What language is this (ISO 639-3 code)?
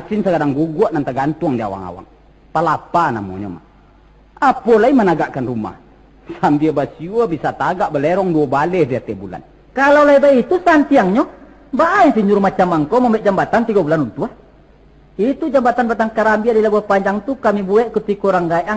min